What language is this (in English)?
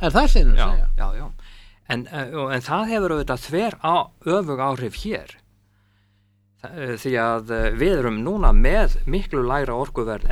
Icelandic